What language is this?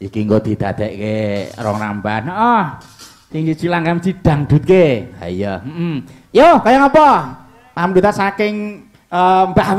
Javanese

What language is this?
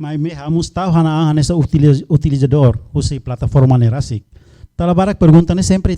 Tetum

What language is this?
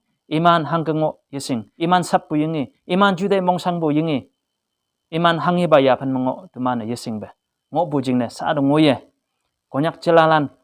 Konyak Naga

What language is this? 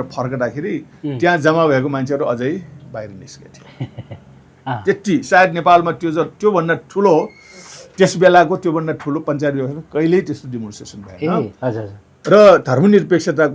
Nepali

